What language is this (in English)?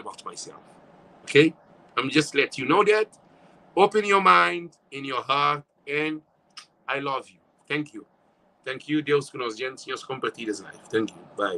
Kabuverdianu